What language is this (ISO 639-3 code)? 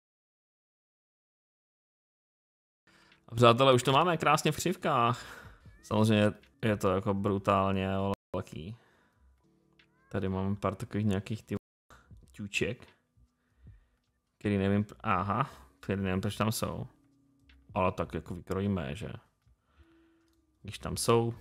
ces